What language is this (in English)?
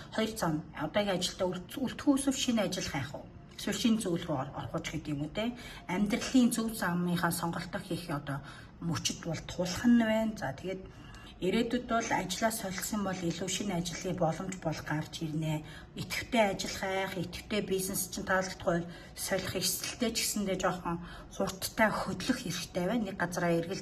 Mongolian